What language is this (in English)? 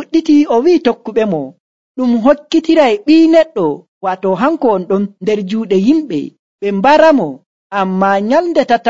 Nigerian Fulfulde